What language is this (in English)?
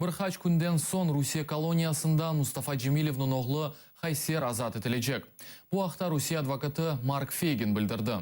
Crimean Tatar